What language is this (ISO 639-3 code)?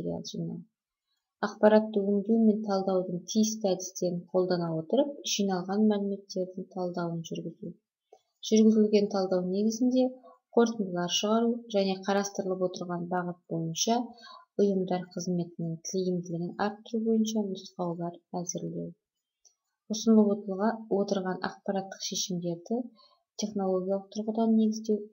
kaz